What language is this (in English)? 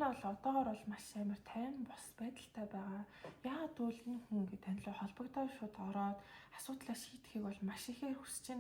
Mongolian